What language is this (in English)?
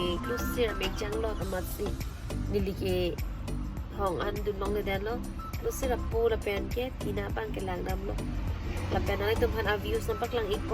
Karbi